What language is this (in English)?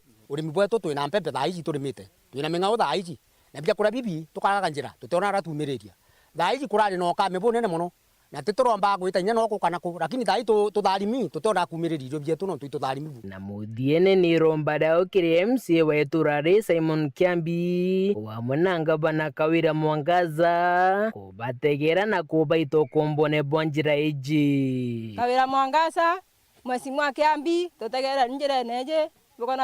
Meru